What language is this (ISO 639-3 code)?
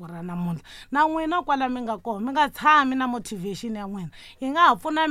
tso